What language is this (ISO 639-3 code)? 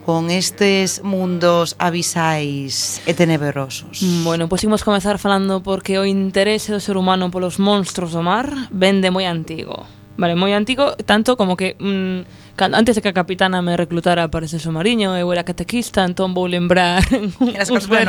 glg